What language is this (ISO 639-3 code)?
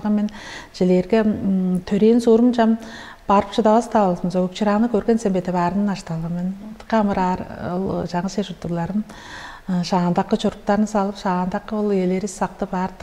tyv